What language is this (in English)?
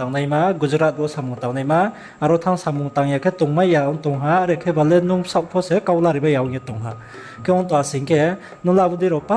Riang (India)